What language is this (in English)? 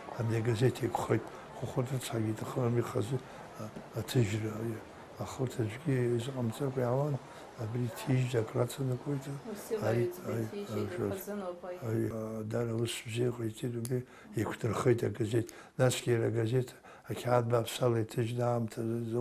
Abkhazian